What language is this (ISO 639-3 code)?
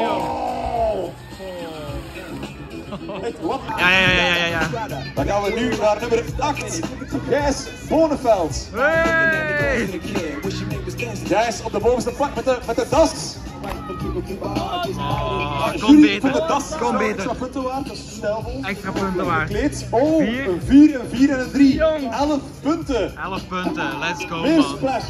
nld